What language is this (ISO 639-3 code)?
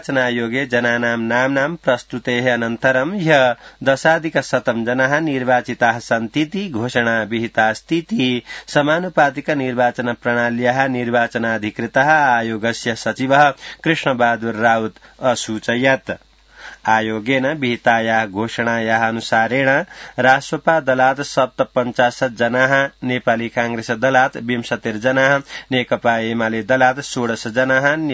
san